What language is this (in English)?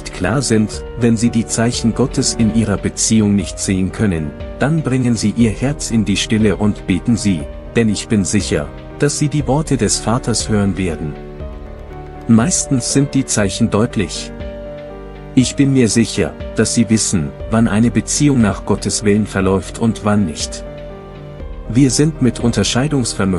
German